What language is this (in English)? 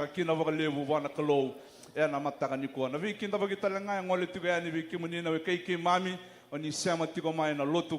Fijian